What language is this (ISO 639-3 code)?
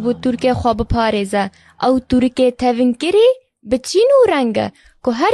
kur